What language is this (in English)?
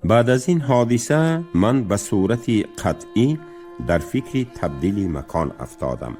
Tajik